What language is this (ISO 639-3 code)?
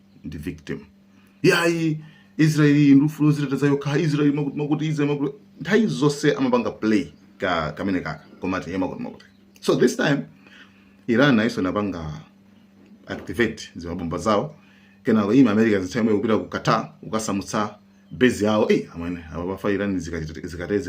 nya